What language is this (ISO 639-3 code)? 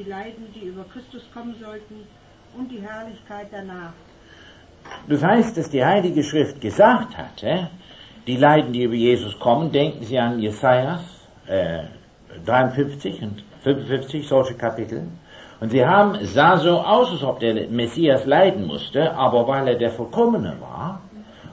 deu